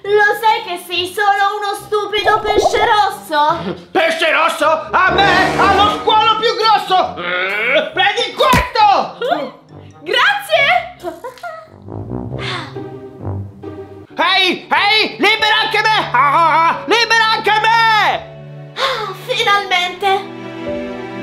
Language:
Italian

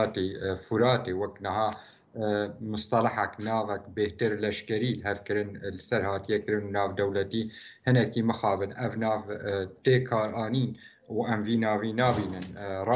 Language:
Kurdish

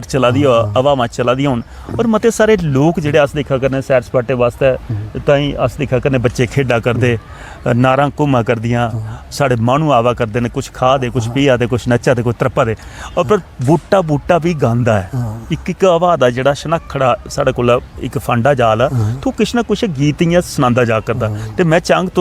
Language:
Dogri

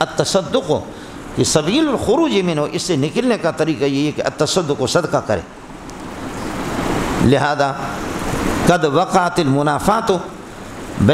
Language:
Urdu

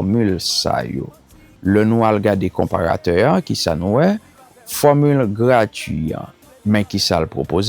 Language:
Haitian Creole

